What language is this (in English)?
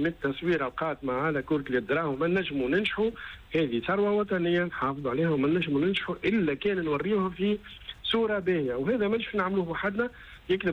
Tunisian Arabic